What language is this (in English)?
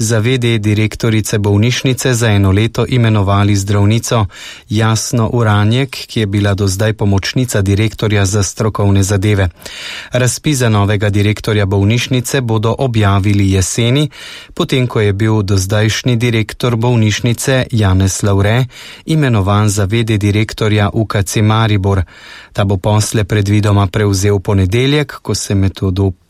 Slovenian